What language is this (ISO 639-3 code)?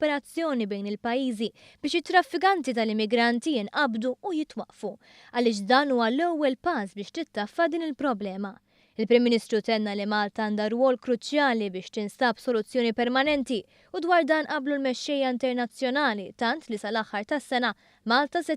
mlt